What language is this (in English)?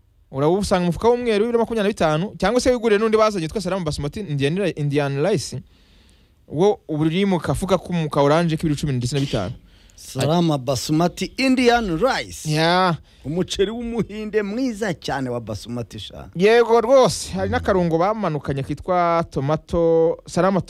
Kinyarwanda